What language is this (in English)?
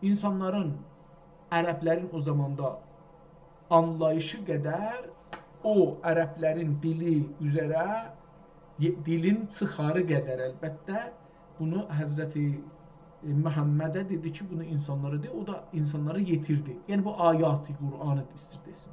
South Azerbaijani